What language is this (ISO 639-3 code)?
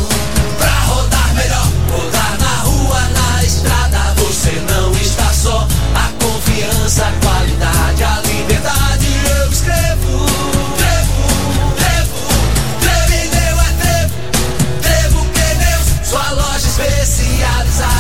por